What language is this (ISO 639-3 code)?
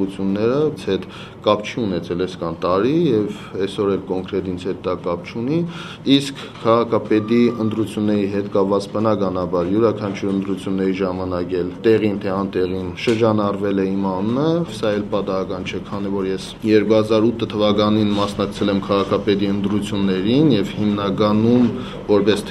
hye